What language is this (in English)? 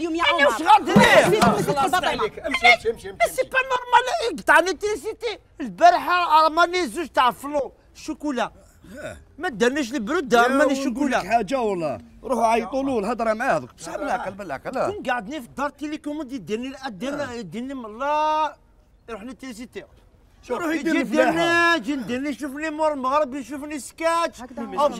Algerian Arabic